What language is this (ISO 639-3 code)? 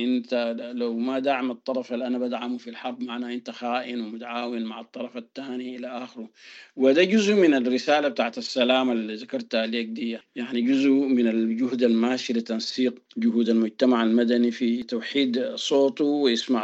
apd